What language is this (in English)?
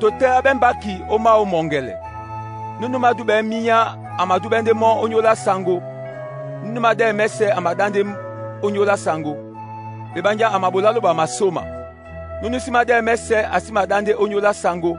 Duala